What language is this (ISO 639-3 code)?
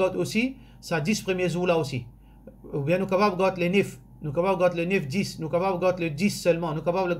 mfe